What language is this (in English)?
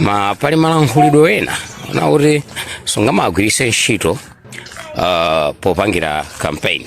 Nyanja